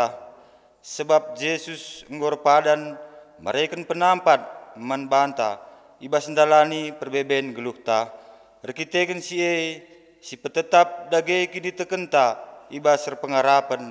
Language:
Batak Karo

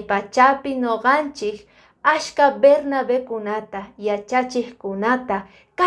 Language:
Quechua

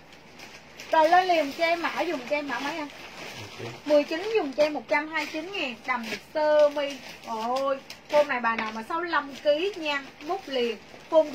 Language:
Vietnamese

